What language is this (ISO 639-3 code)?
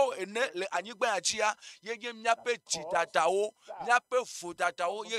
ewe